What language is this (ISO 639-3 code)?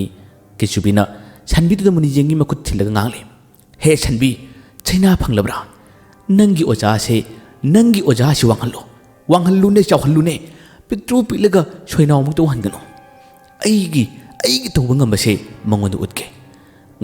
mni